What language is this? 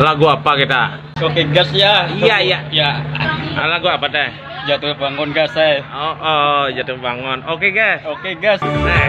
Banjar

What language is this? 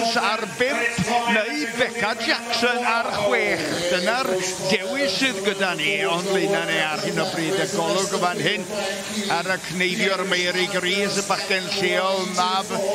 Welsh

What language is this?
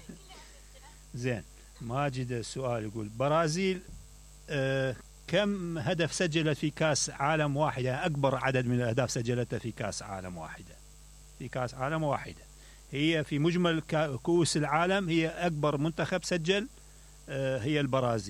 Mesopotamian Arabic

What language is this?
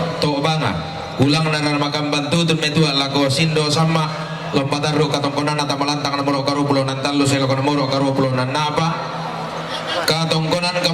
Toraja-Sa'dan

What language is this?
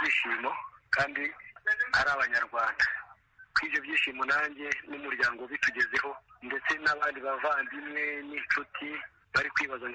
Kinyarwanda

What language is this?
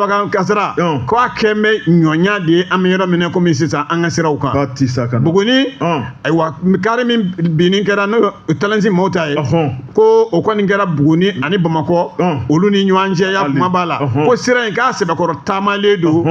Bambara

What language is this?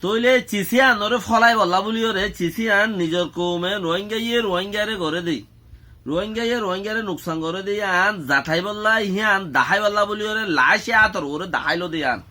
Rohingya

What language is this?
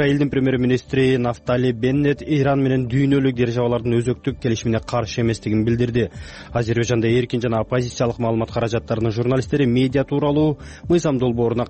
Kyrgyz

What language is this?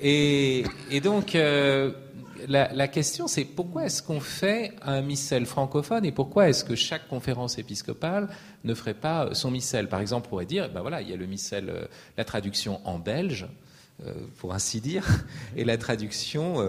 French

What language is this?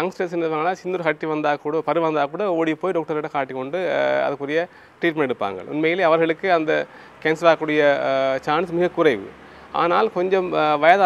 Tamil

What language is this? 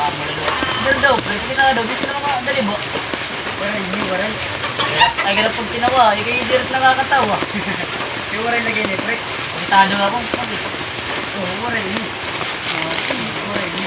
Waray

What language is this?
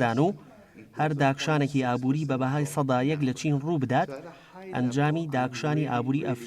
Central Kurdish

